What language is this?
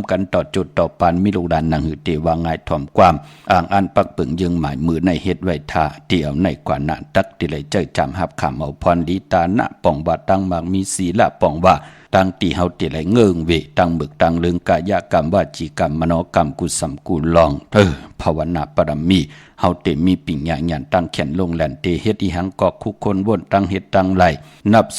Shan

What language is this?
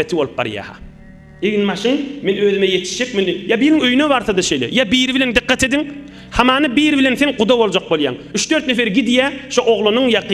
Turkmen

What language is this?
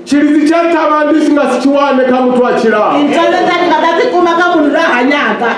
Venda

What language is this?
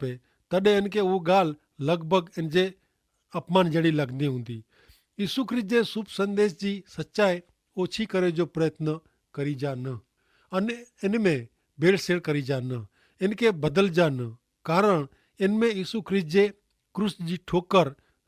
Kachhi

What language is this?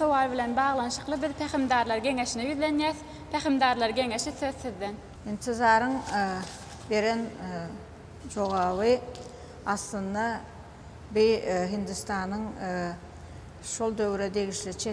Turkmen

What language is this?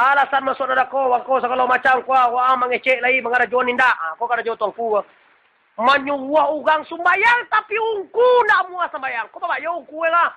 Minangkabau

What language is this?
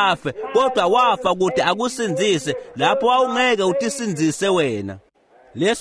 Swati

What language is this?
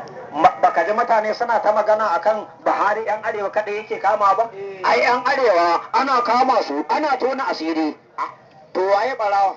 Hausa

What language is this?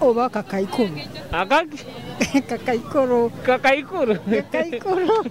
Nyoro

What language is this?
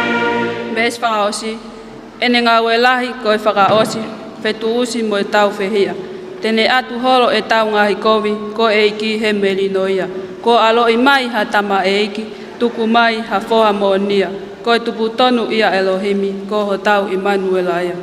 Tongan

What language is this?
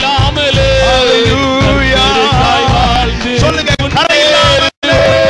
Tamil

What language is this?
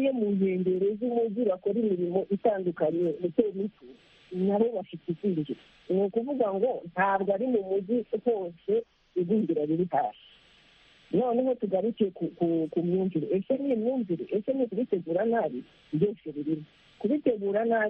Kinyarwanda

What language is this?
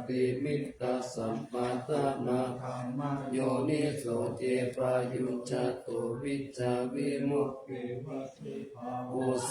Pali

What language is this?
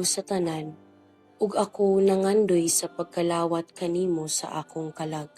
Cebuano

